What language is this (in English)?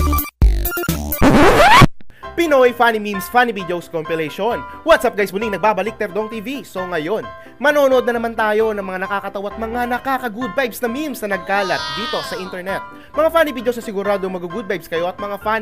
Filipino